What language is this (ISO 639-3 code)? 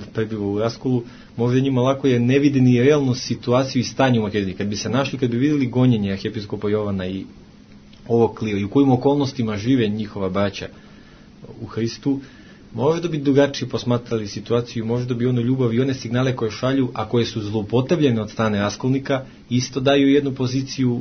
srp